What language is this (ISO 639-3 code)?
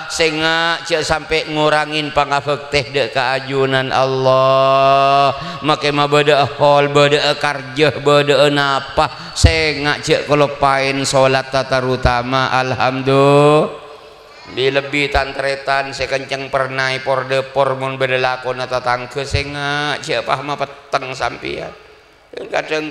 mad